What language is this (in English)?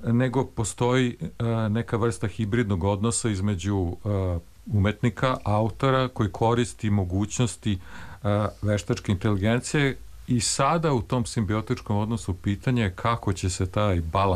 Serbian